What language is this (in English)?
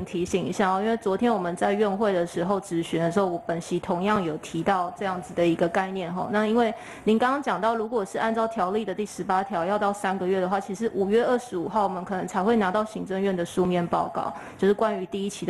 Chinese